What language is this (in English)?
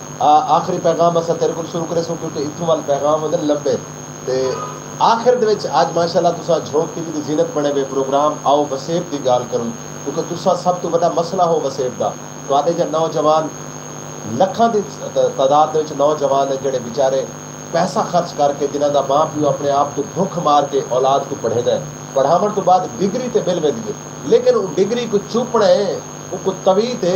Saraiki